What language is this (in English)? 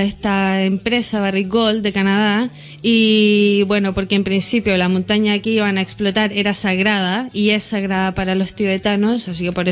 Spanish